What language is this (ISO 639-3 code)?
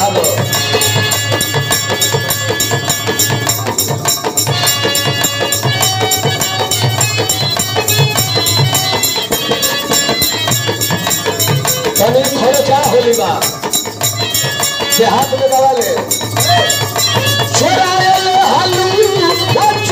bho